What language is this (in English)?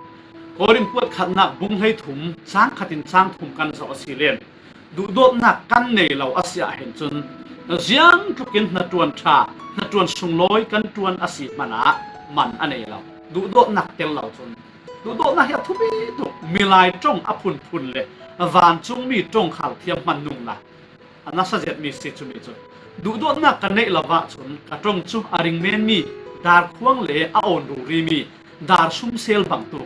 Falam Chin